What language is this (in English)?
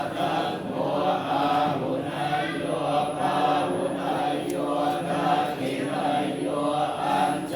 Pali